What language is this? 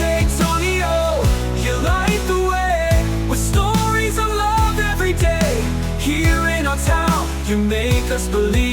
Waray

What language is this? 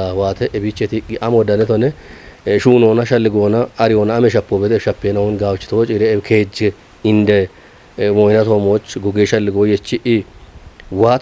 Kafa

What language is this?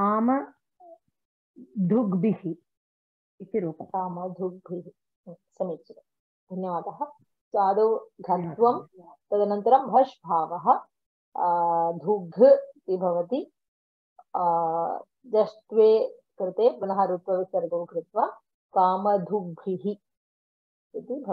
Sanskrit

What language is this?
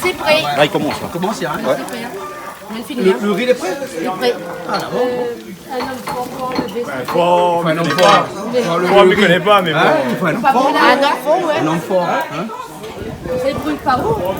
Réunion Creole French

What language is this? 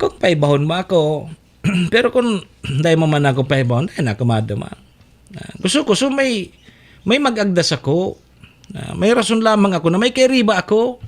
Bikol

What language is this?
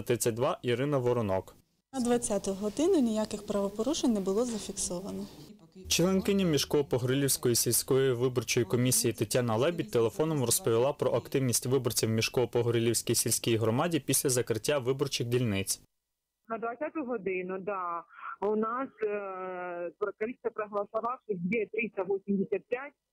Ukrainian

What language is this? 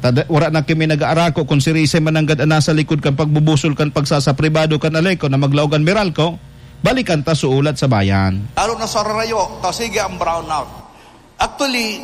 Bikol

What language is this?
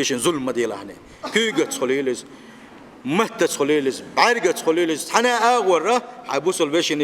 Chechen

